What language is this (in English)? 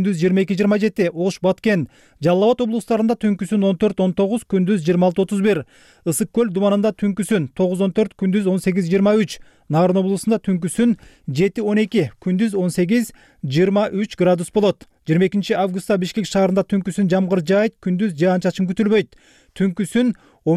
Kyrgyz